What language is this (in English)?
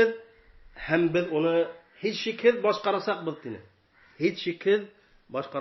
Bashkir